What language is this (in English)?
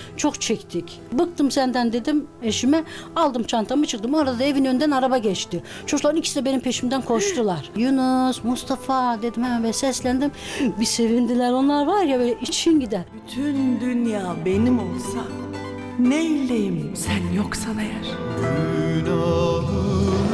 Turkish